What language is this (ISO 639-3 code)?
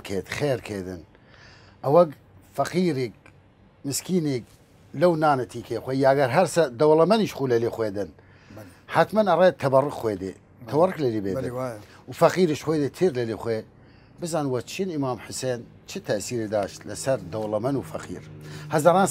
sdh